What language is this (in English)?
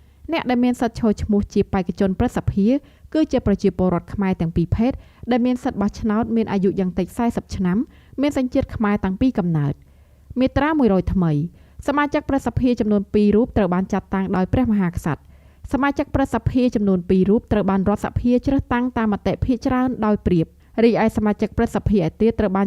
Khmer